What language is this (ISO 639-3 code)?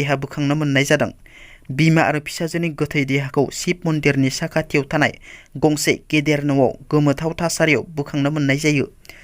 brx